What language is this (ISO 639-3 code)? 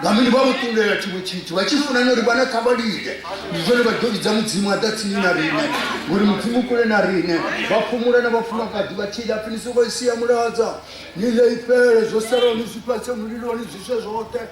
ven